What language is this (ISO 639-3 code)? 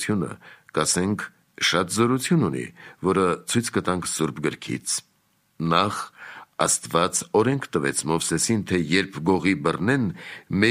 hye